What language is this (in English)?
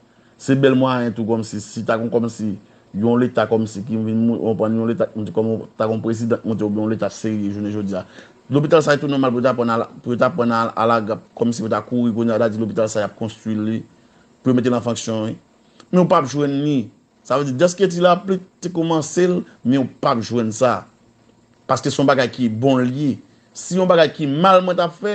Haitian Creole